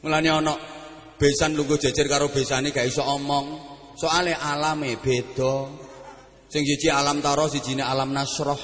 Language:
Javanese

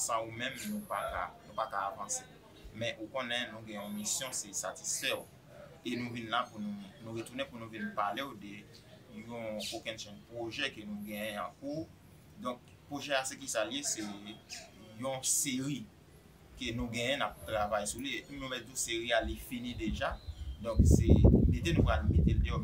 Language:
Haitian Creole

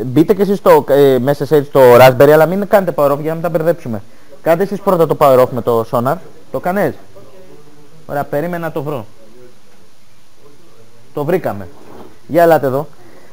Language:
Greek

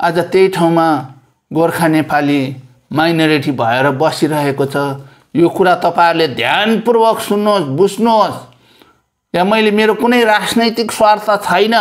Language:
Nepali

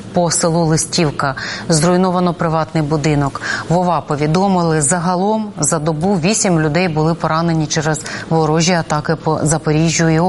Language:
Ukrainian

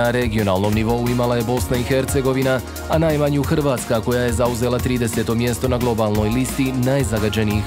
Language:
Bosnian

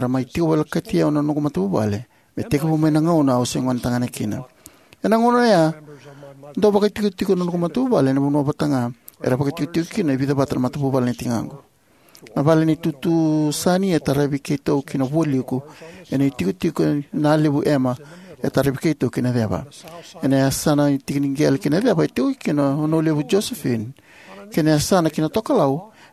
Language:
Fijian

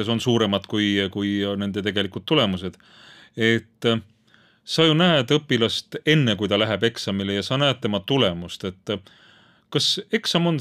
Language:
Estonian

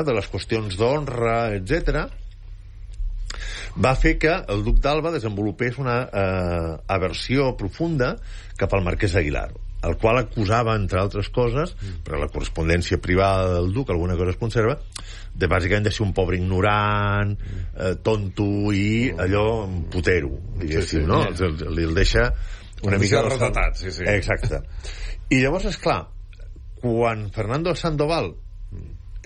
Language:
Catalan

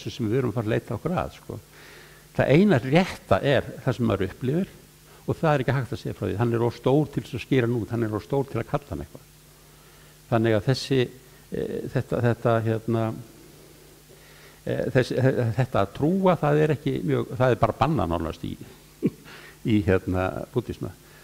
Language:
Icelandic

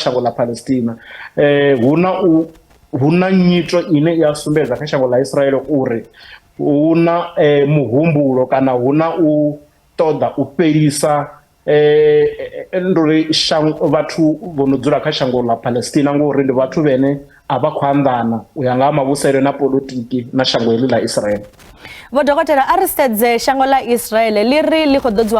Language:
Venda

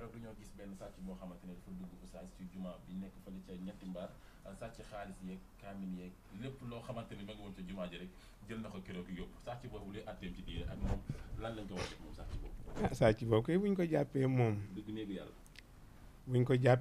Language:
Wolof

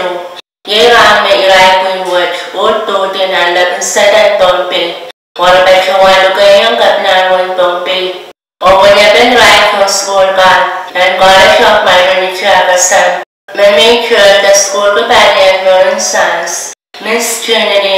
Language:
Pohnpeian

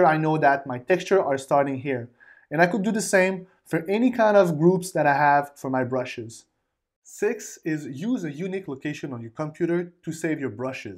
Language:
English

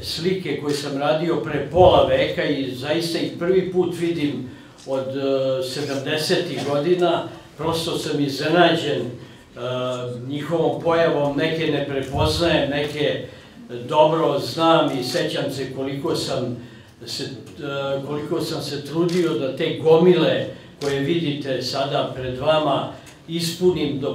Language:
Serbian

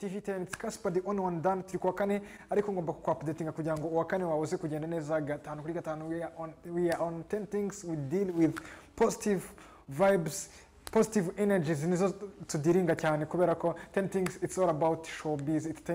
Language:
Kinyarwanda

